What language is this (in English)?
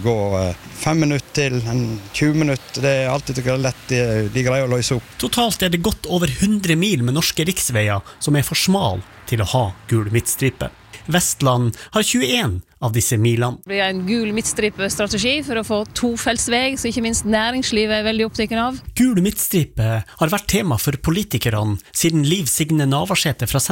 Norwegian